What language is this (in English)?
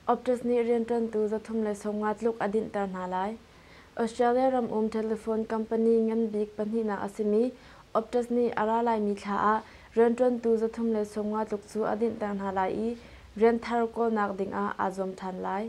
Hakha Chin